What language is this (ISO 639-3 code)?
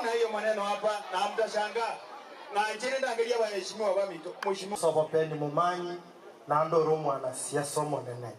guz